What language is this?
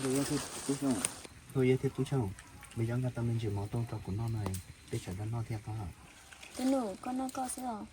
Hmong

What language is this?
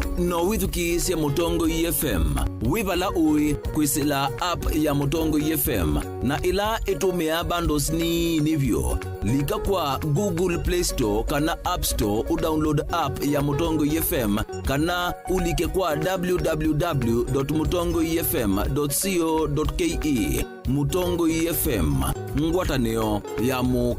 Kamba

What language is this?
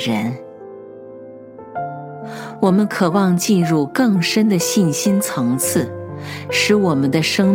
Chinese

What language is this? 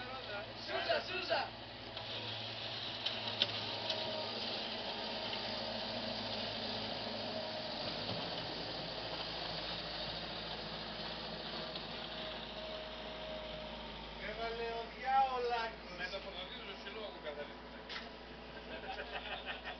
Greek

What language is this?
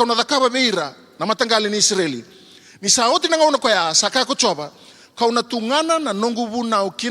Fijian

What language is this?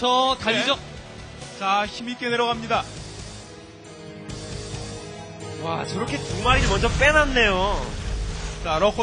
Korean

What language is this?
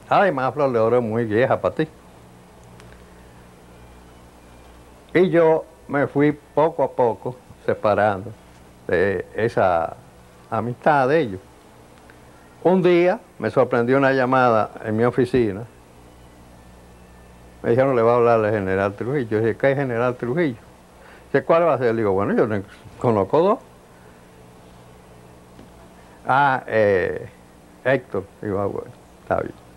Spanish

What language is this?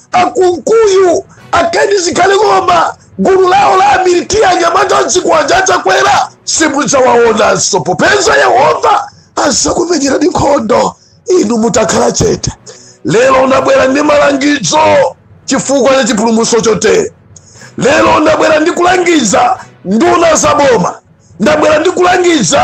Nyanja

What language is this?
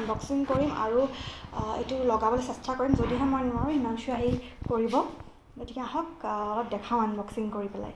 Assamese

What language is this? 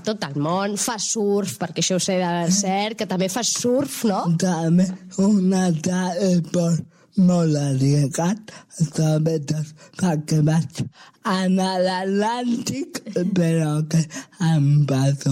Catalan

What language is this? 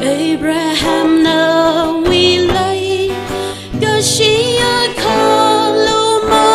Tangkhul Naga (India)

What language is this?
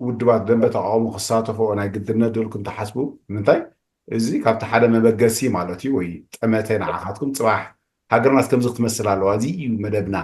Tigrinya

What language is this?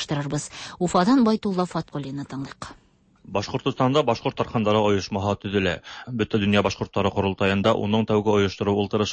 Tatar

